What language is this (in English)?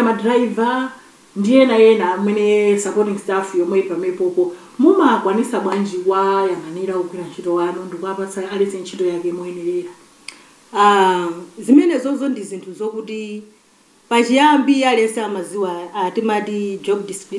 Nyanja